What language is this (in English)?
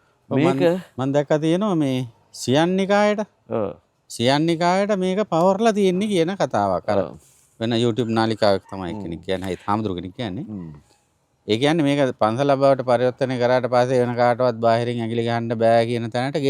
Sinhala